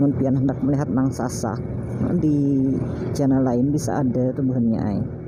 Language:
Banjar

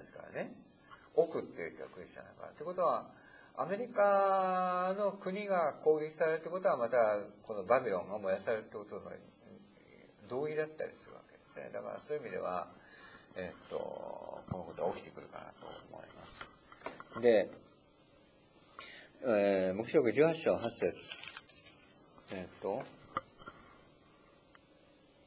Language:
Japanese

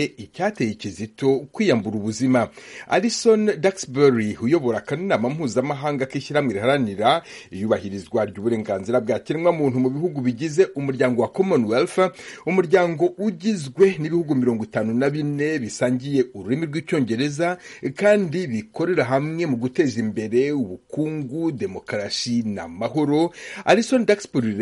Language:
Kinyarwanda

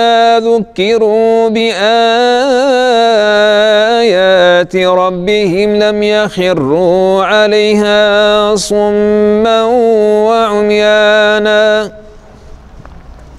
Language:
Arabic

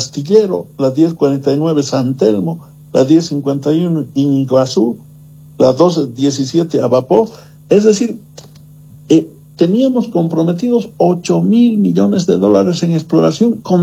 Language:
Spanish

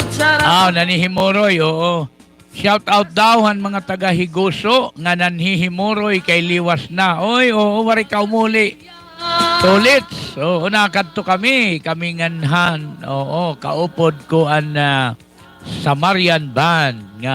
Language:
Waray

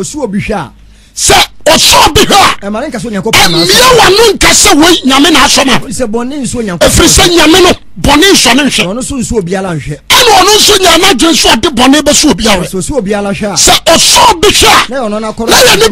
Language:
Akan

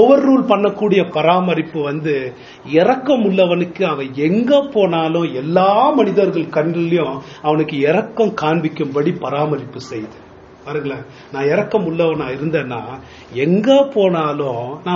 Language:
Tamil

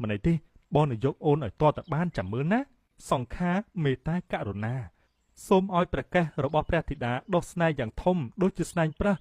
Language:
Khmer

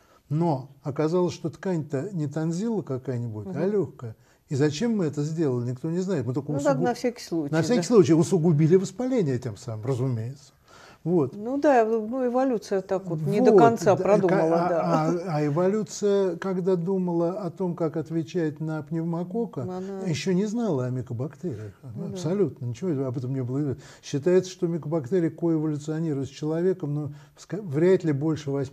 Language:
Russian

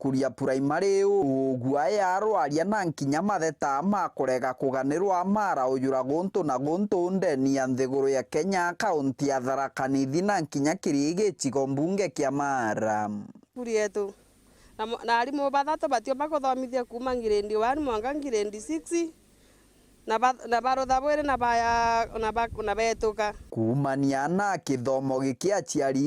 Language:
Meru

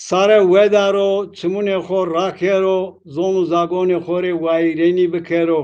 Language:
Zaza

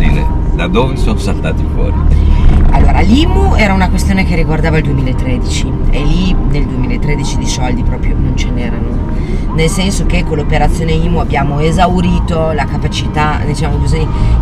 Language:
Italian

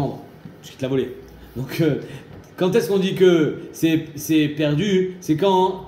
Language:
French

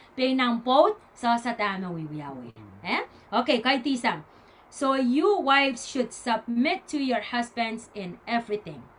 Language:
Pohnpeian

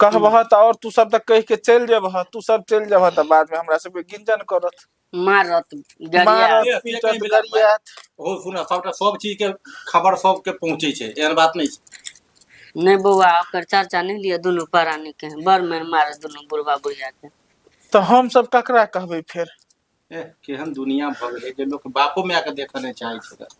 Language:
Maithili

